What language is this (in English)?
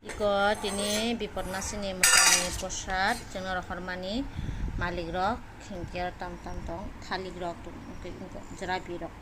Kok Borok